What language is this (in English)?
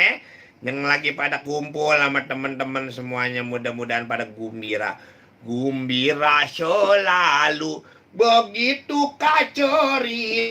Betawi